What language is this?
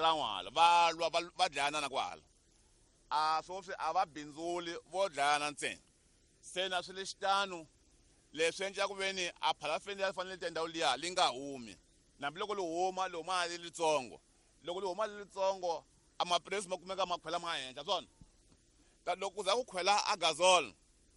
Tsonga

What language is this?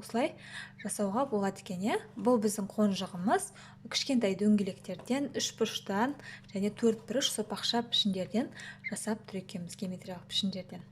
Kazakh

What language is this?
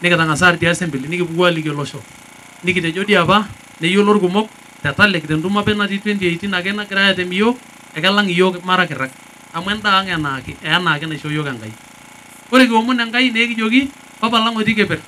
Masai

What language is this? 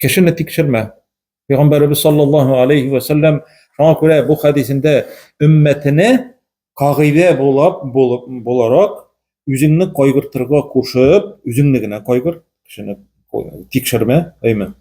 Tatar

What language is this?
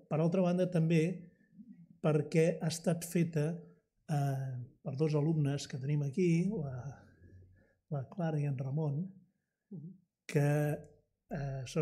Catalan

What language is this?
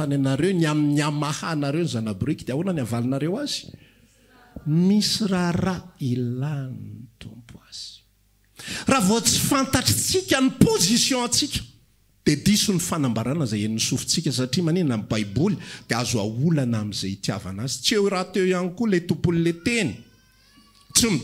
Malagasy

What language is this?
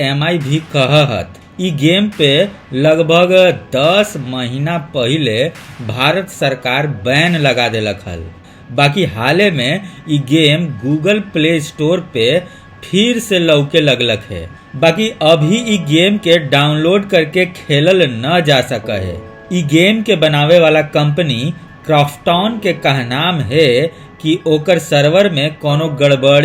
Magahi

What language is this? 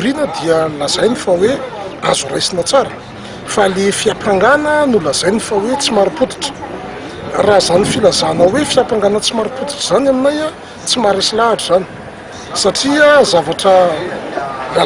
Malagasy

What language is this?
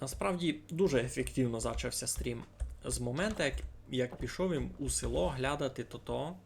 Rusyn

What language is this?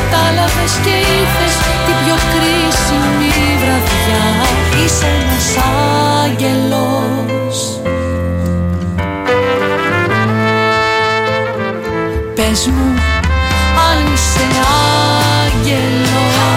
Greek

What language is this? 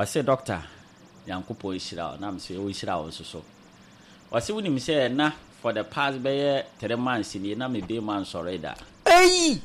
Akan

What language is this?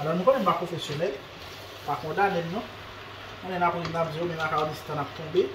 Haitian Creole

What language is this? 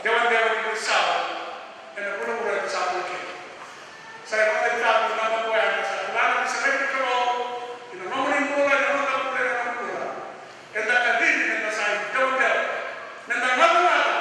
Fijian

